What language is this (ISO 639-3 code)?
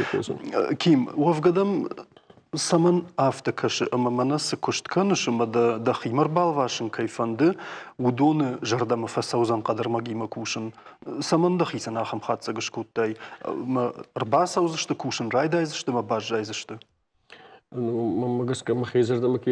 oss